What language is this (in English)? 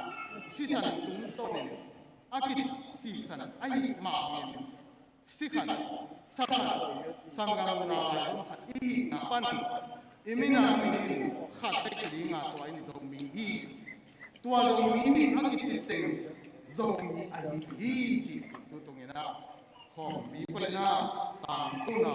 Tedim Chin